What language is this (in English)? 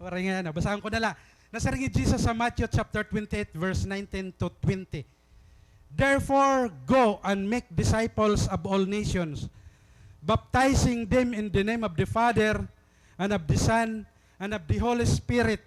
Waray